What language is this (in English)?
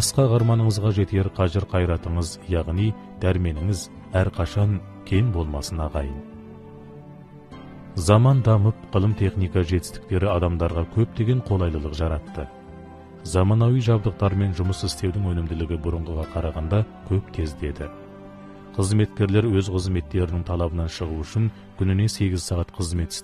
Kazakh